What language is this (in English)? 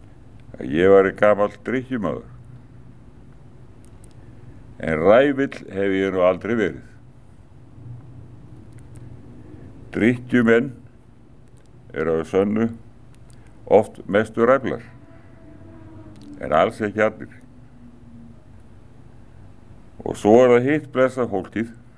Icelandic